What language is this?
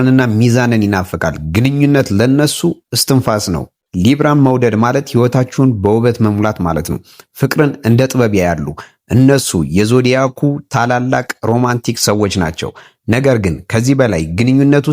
Amharic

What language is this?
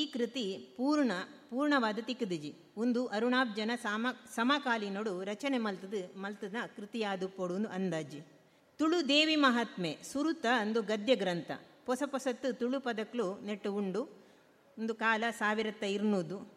Tulu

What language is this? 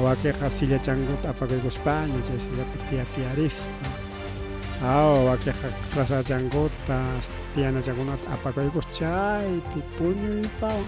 Ayacucho Quechua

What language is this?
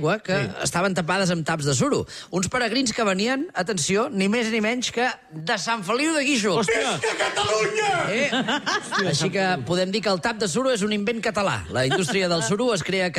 Catalan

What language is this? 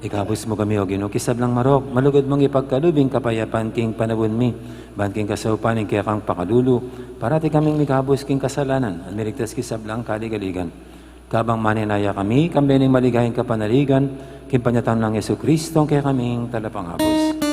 Pampanga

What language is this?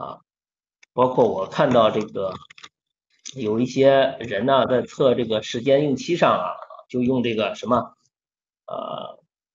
Chinese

